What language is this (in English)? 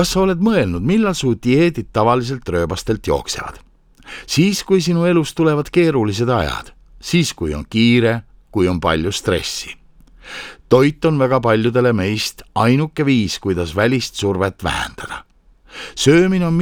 Estonian